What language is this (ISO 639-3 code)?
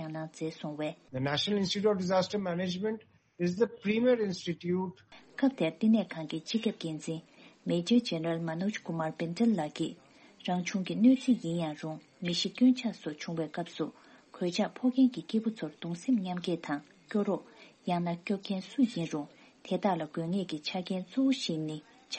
bod